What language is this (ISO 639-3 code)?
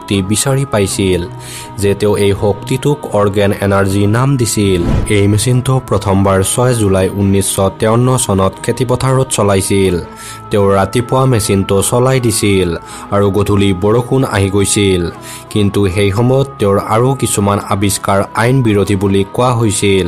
asm